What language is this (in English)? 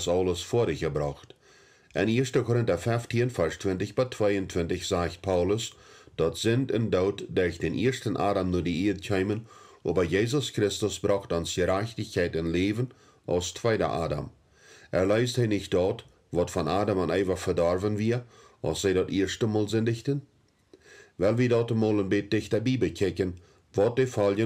Plautdietsch